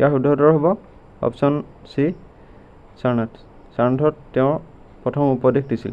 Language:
Assamese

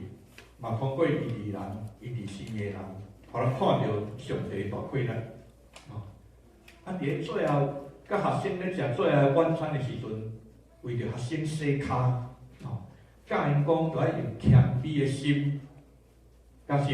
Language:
Min Nan Chinese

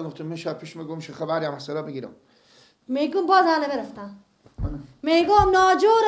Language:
Persian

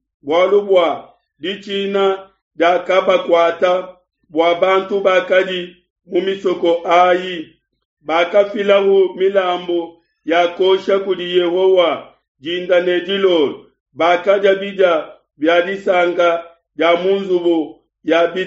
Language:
Luba-Lulua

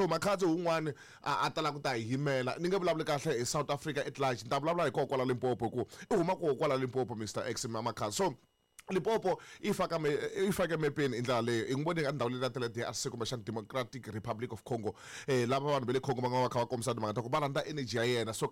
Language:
Tsonga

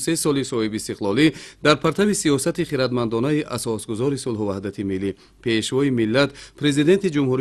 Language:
Tajik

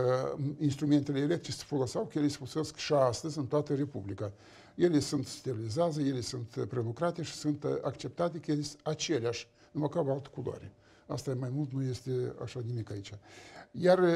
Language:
Romanian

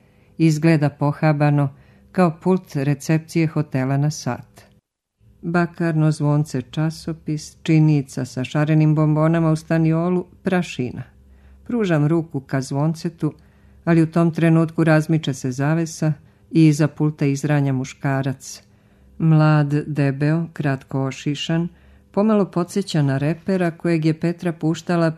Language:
Serbian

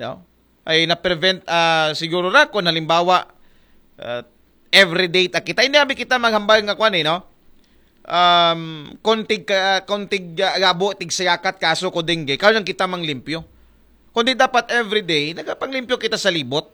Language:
Aklanon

